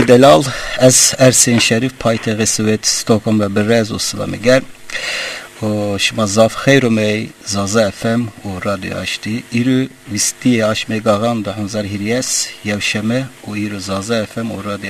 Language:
Zaza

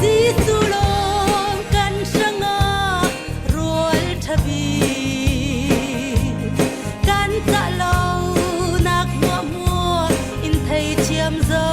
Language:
Falam Chin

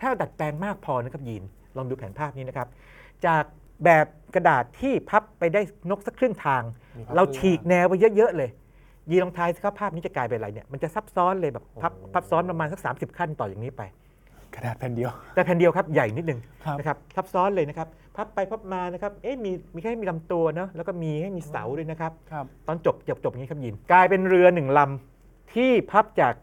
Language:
Thai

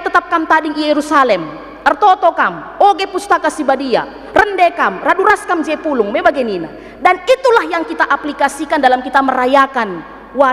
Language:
Batak Karo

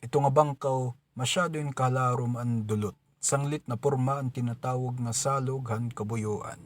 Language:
Waray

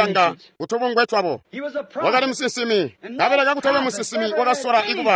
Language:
Tonga (Zambia)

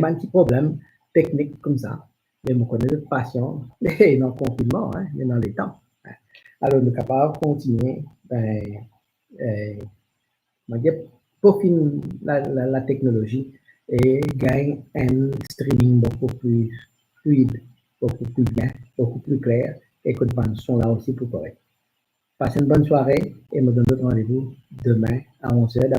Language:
Morisyen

